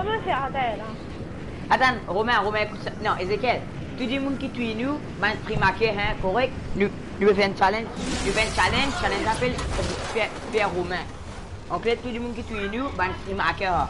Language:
Morisyen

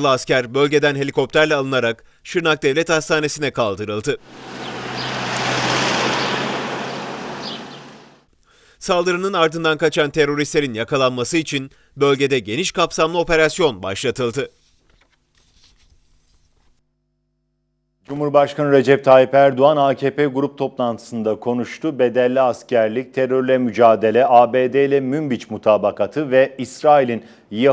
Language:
Turkish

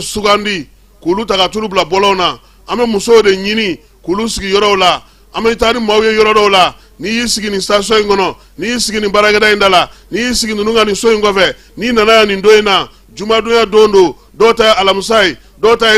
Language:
Bambara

